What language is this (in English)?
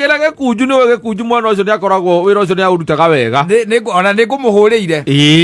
Kikuyu